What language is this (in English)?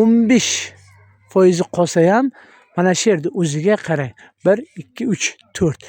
Uzbek